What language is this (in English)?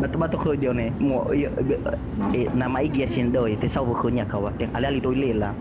Nias